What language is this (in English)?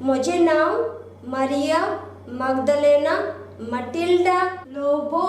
Konkani